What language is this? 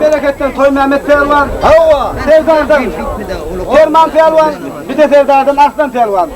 Turkmen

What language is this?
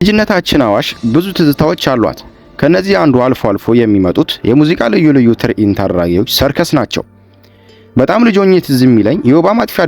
Amharic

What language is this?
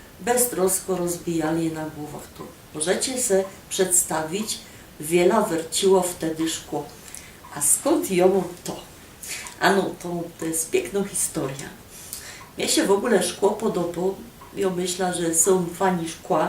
Silesian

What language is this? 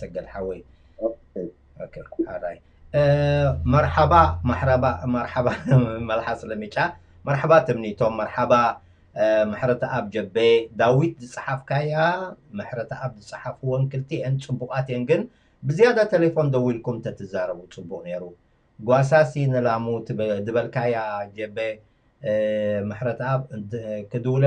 Tigrinya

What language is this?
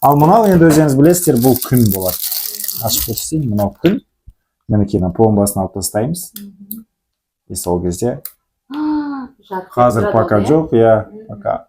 Kazakh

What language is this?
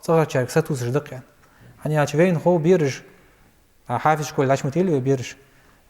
Ingush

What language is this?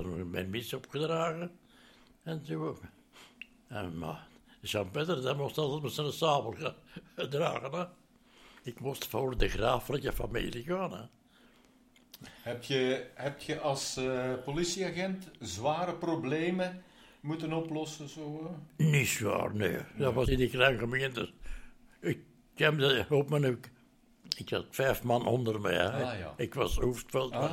Dutch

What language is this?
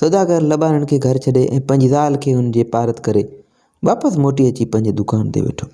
Sindhi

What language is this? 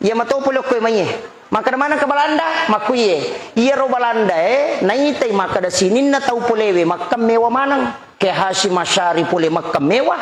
Buginese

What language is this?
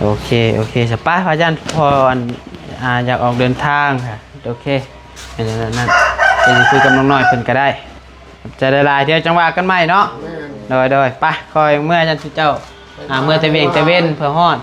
Northeastern Thai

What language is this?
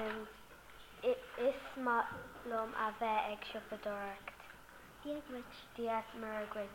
Irish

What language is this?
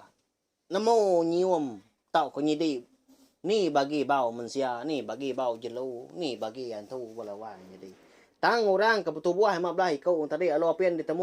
Iban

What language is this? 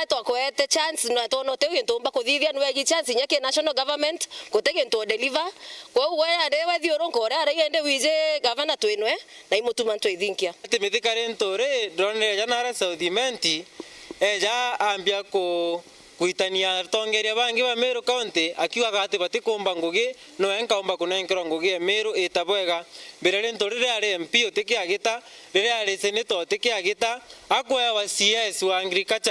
Meru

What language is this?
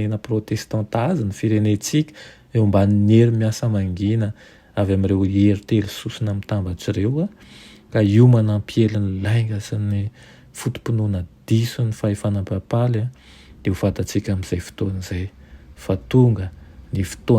Malagasy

